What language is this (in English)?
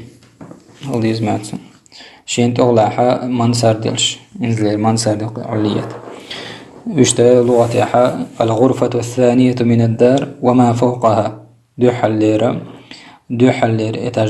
Chechen